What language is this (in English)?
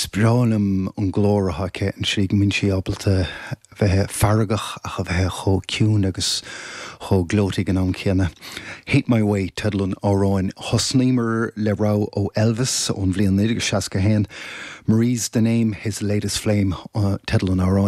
Irish